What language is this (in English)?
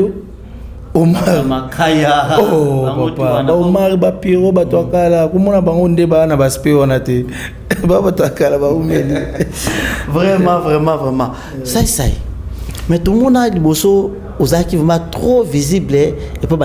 Lingala